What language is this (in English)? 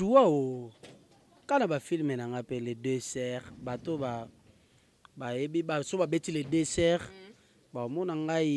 Lingala